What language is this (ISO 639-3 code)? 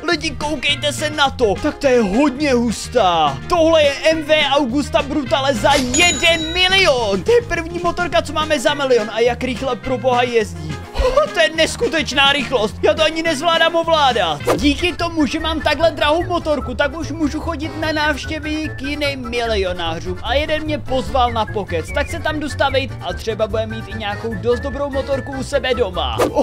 ces